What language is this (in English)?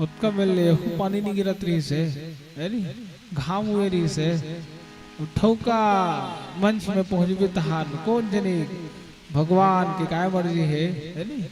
Chhattisgarhi